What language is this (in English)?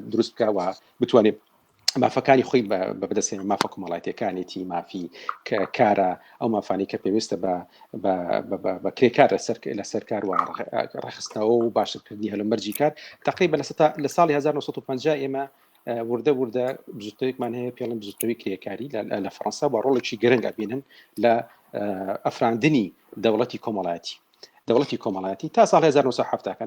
Central Kurdish